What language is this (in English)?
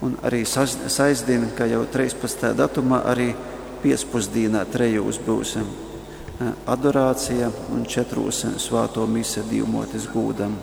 Latgalian